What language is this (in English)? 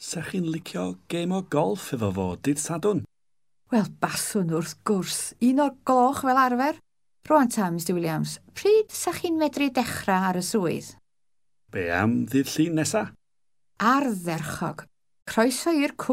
Welsh